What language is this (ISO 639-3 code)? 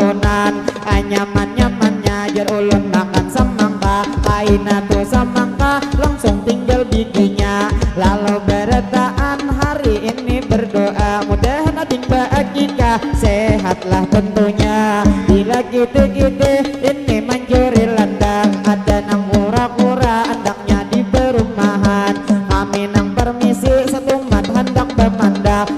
bjn